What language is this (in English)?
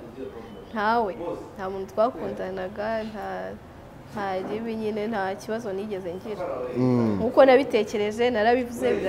Kinyarwanda